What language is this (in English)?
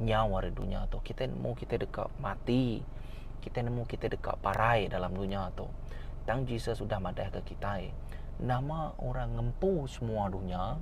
Iban